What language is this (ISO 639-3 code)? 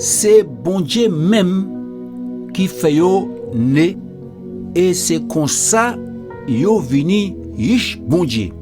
gcf